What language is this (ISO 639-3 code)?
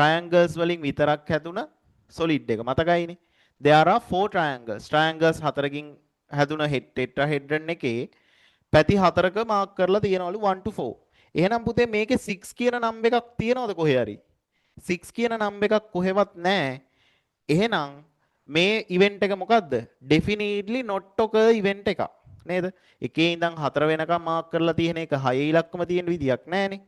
sin